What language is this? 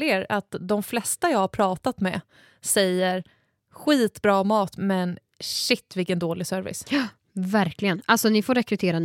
Swedish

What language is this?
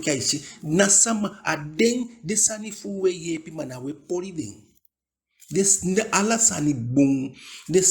Eastern Maroon Creole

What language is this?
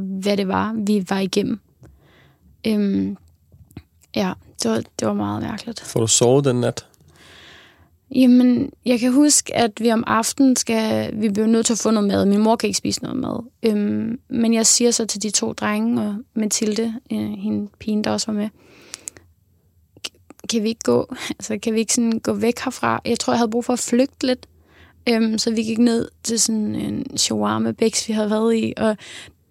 Danish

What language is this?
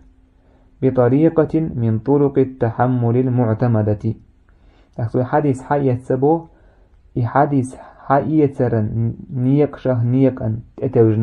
Chechen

